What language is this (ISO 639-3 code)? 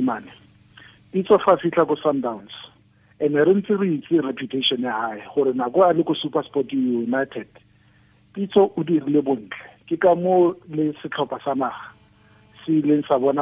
tsn